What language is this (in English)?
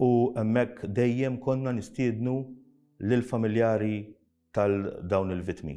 Maltese